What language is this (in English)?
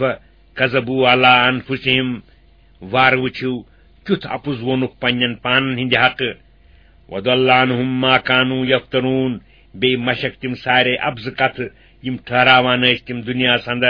Kashmiri